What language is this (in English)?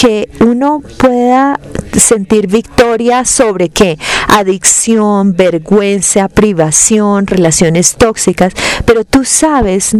Spanish